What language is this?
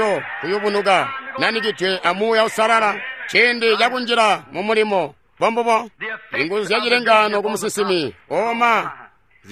Tonga (Zambia)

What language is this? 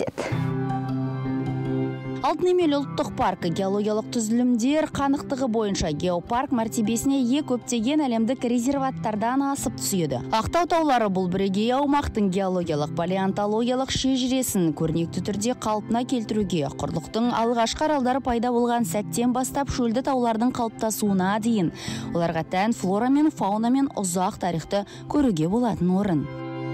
Kazakh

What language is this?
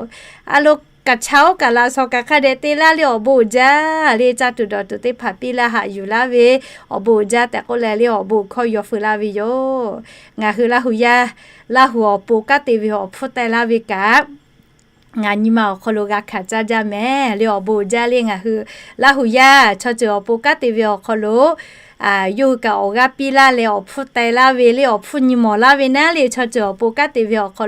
Lahu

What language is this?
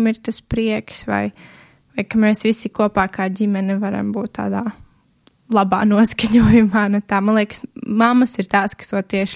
Latvian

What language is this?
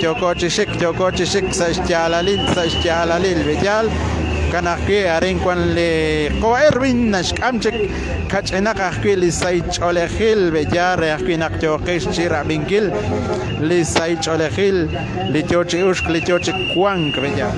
Kekchí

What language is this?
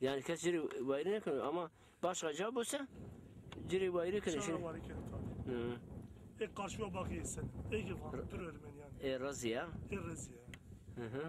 Zaza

